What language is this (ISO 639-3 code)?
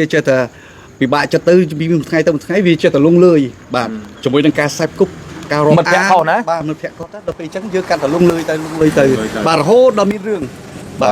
khm